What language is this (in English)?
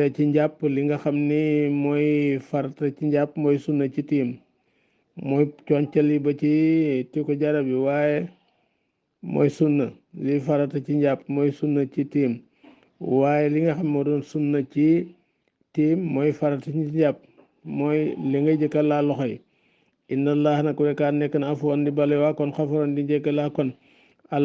Wolof